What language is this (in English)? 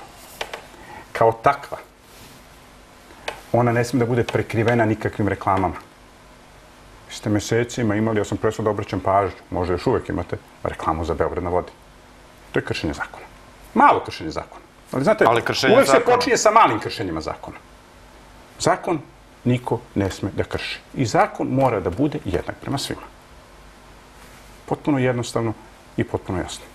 Serbian